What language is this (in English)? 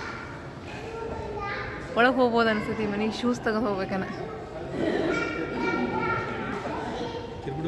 Kannada